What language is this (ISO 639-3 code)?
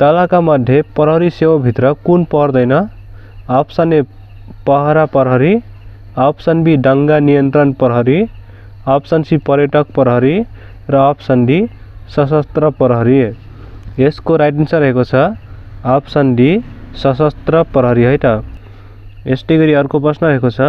nep